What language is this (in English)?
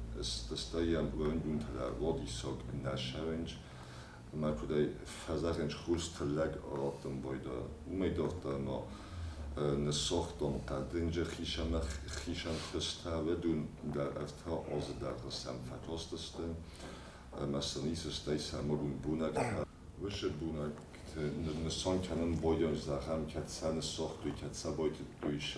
Ossetic